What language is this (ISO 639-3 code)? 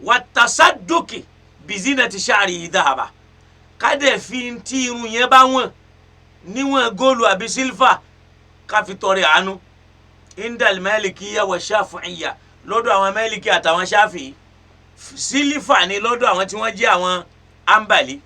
yor